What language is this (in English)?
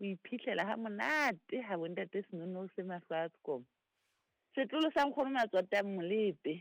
Southern Sotho